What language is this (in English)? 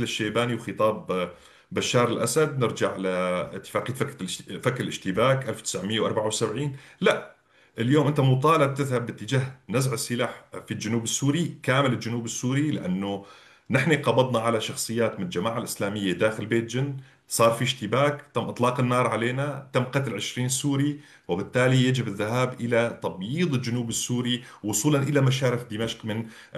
North Levantine Arabic